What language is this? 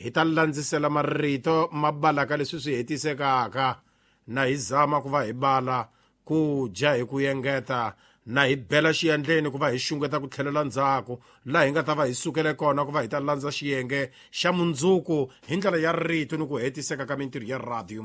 Tsonga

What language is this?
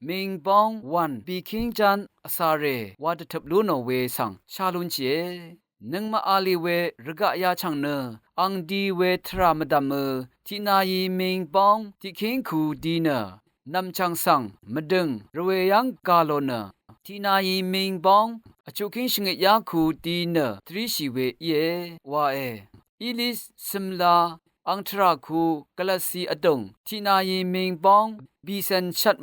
Rawang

